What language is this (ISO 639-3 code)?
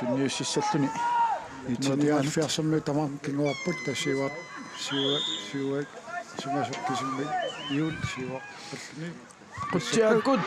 kal